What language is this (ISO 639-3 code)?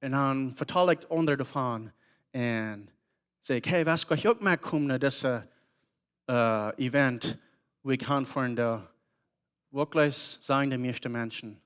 pdt